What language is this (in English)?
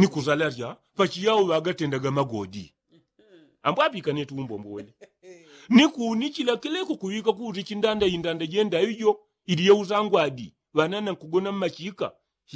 Yao